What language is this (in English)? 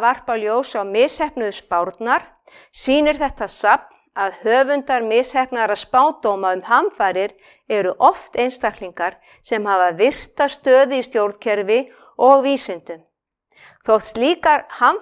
Icelandic